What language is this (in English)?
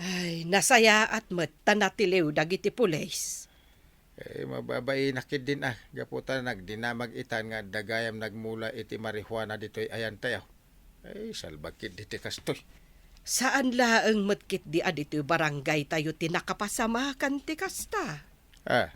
Iloko